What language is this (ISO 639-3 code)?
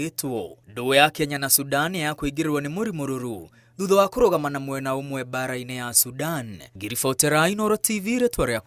kik